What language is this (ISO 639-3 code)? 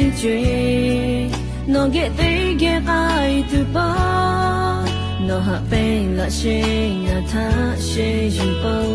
lhu